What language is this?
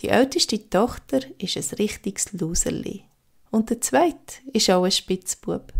Swiss German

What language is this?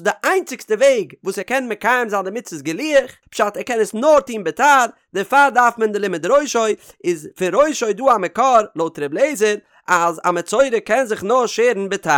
Yiddish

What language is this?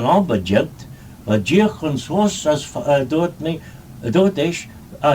Manx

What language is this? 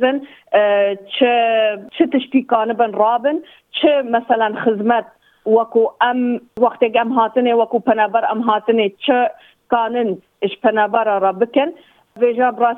Kurdish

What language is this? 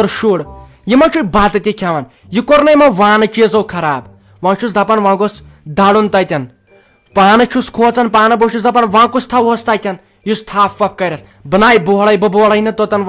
Kashmiri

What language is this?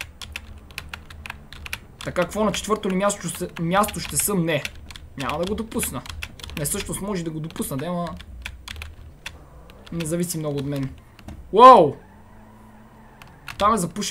Bulgarian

